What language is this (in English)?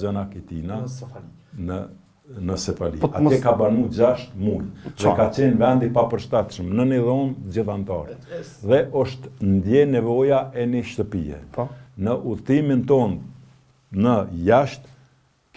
Albanian